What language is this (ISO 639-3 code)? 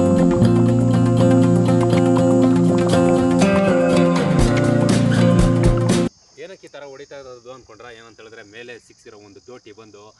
kan